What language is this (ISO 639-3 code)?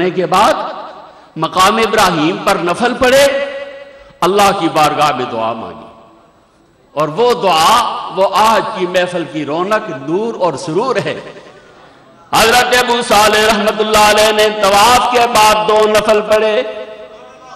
urd